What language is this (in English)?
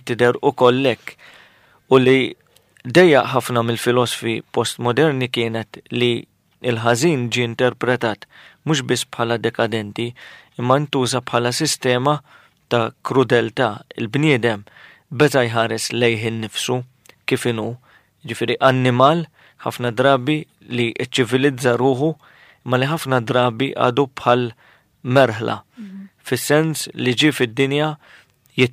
Maltese